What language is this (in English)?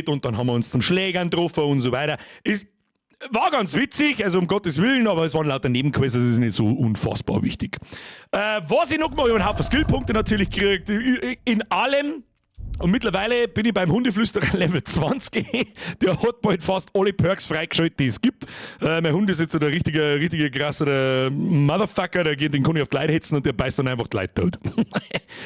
Bavarian